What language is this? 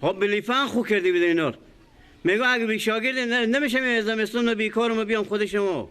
Persian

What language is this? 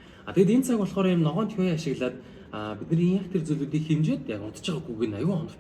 Mongolian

